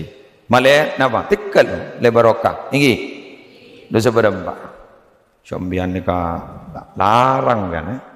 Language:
Madurese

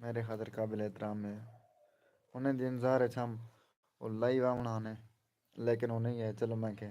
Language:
Saraiki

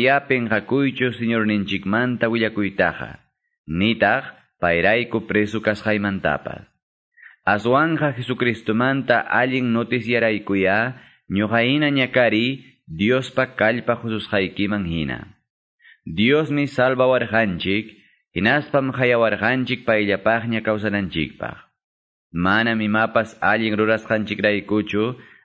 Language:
Quechua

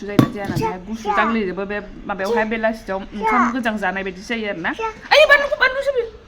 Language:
Bodo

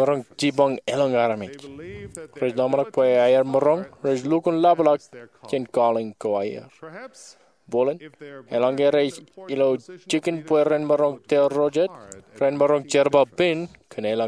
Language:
Marshallese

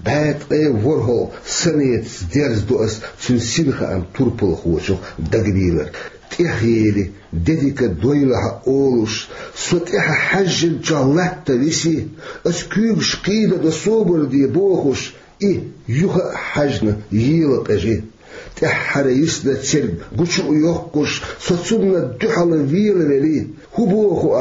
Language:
Chechen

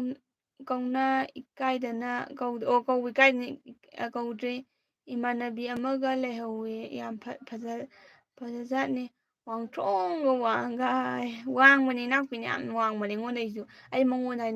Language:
Manipuri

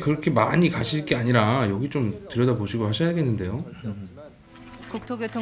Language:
Korean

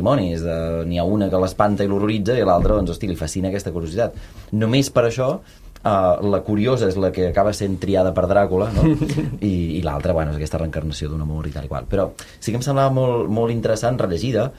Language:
Catalan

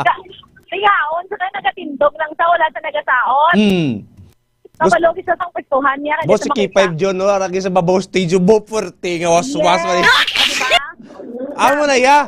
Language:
Hiligaynon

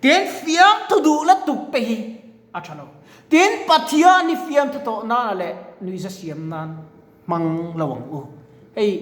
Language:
Mizo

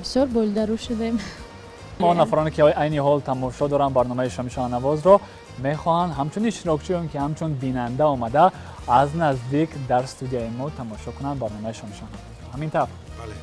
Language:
Tajik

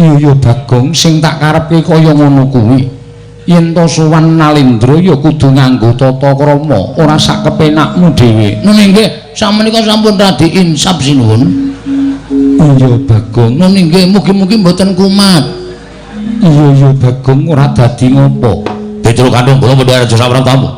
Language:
Javanese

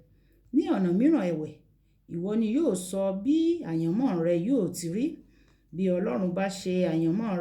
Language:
Yoruba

